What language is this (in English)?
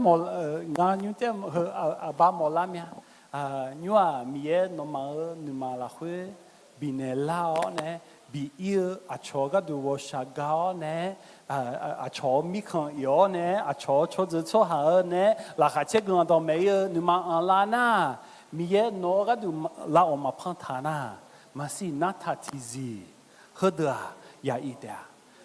Akha